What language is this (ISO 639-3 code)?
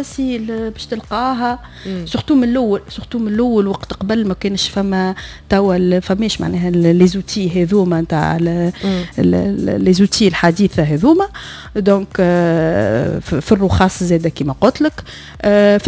aeb